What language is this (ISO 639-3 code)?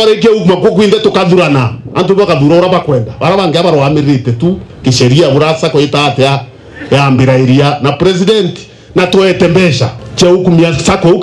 mer